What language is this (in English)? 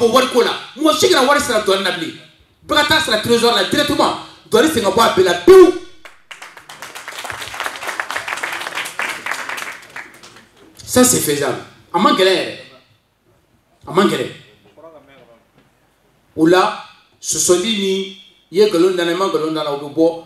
French